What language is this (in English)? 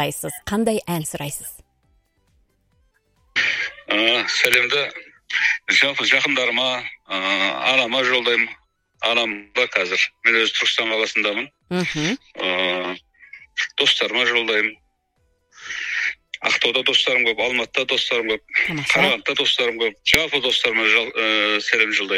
Kazakh